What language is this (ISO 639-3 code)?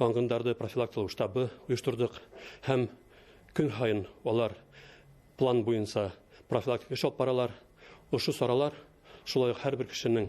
bak